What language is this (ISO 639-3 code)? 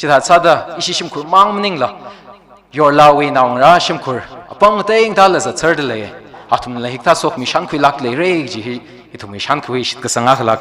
nmf